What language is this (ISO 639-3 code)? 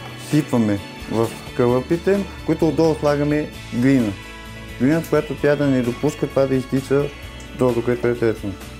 bul